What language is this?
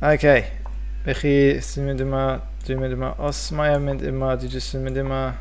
Welsh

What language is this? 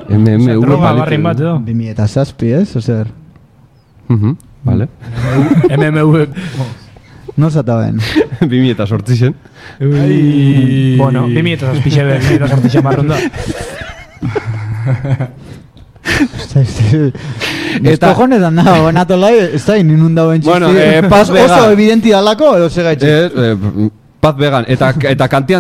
Basque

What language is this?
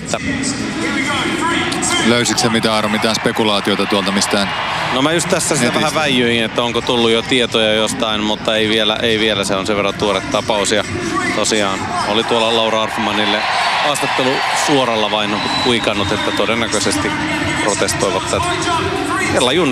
Finnish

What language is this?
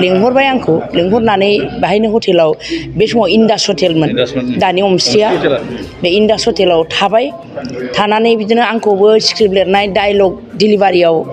Bodo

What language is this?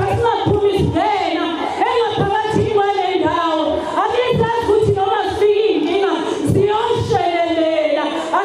Zulu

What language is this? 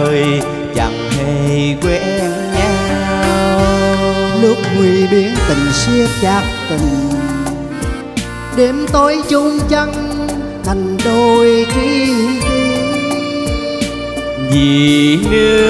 Vietnamese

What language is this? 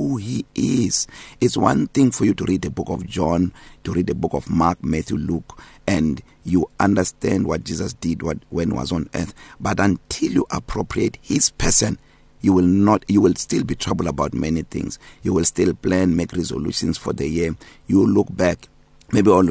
English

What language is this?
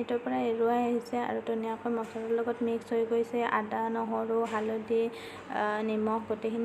Assamese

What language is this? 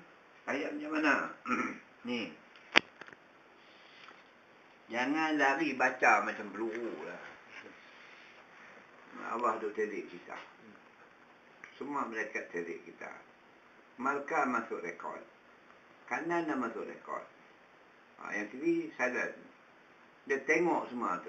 Malay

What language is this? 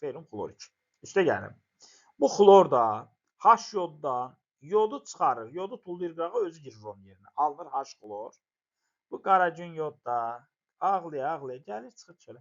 Azerbaijani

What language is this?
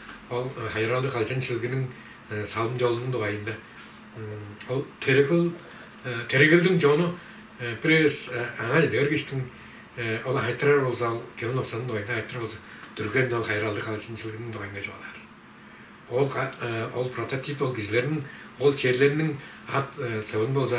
Tuvinian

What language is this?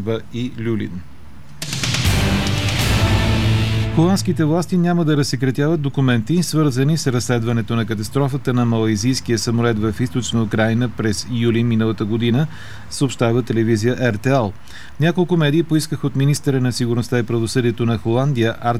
Bulgarian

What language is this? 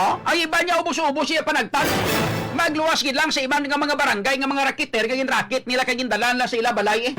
Hiligaynon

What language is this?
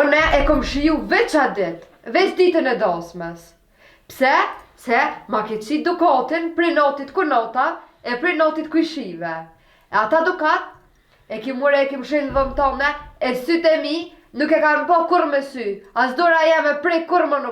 Albanian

